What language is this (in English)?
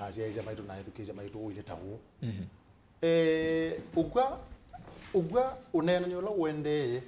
Kamba